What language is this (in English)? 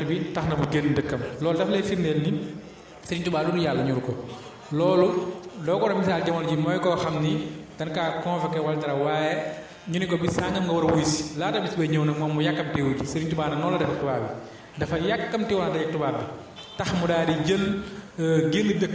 Wolof